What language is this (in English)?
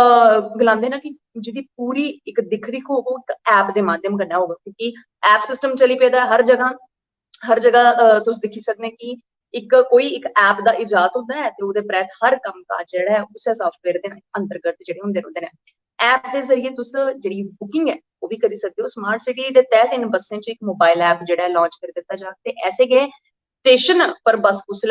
Dogri